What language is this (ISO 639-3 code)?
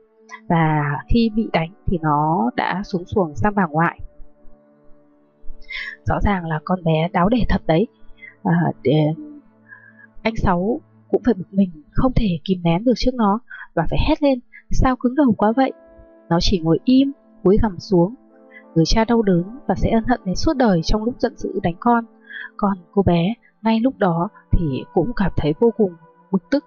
vie